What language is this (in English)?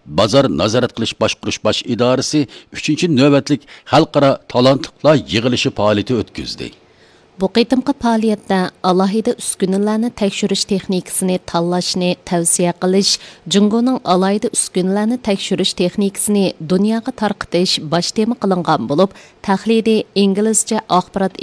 Uyghur